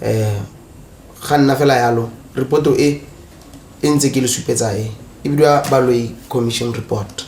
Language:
Tswana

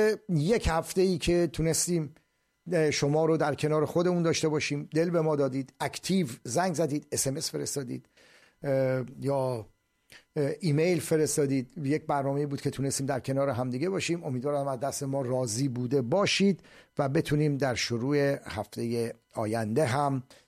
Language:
Persian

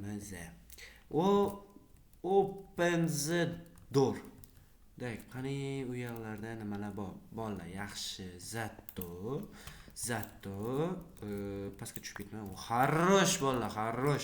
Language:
Uzbek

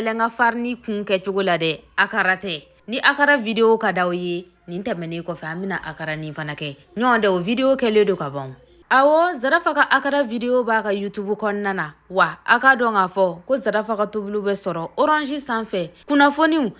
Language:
Bambara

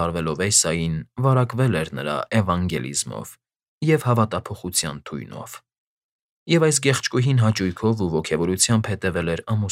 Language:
Armenian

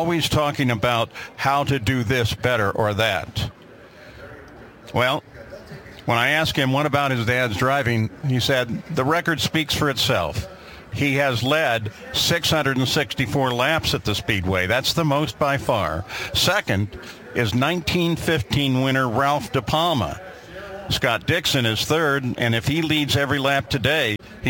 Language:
English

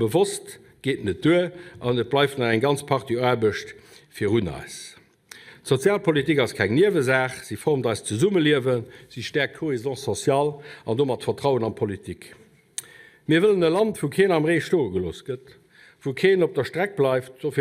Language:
Luxembourgish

